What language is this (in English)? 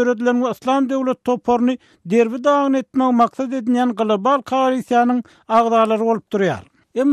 Turkmen